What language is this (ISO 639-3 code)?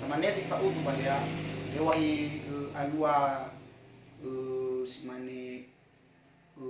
nia